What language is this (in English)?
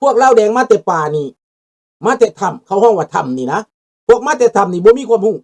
Lao